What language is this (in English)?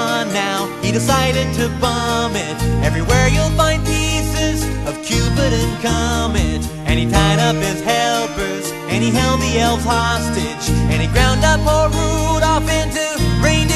English